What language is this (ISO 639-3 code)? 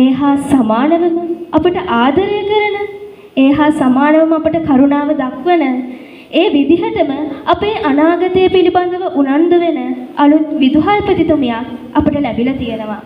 sin